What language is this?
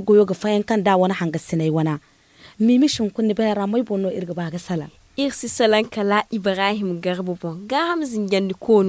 Zarma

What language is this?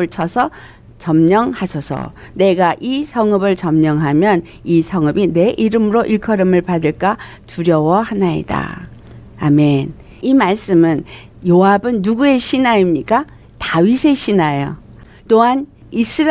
Korean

